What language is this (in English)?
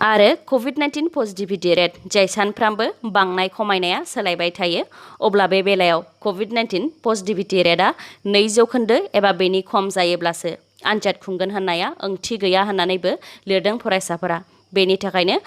Bodo